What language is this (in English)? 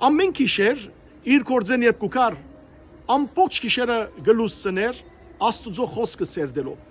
Western Armenian